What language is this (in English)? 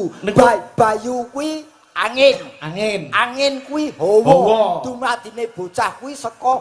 Javanese